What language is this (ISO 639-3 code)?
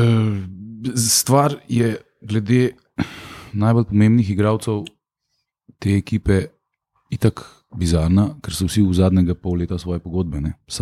slv